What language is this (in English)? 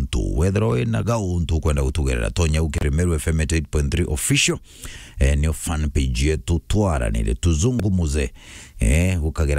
Meru